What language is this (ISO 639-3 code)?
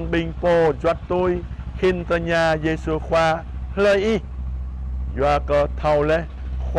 jra